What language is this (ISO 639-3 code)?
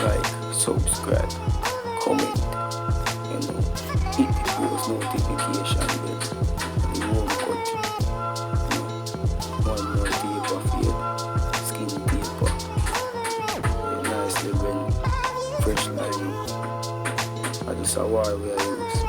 jam